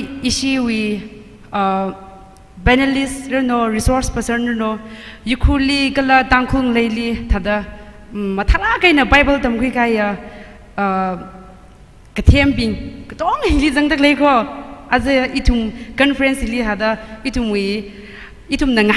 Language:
Tangkhul Naga (India)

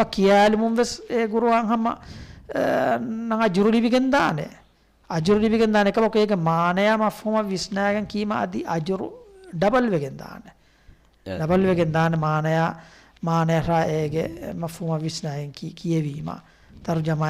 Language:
Divehi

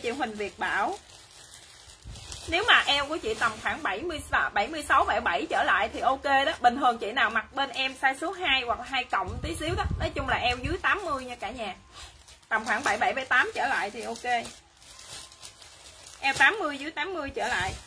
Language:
Vietnamese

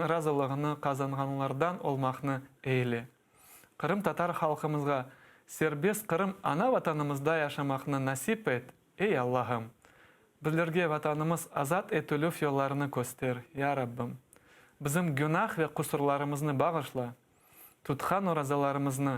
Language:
Crimean Tatar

